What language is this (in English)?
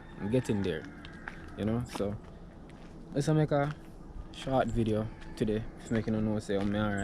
Jamaican Creole English